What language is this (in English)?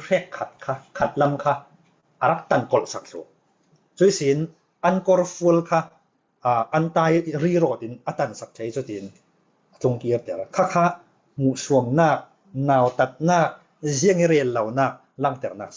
Falam Chin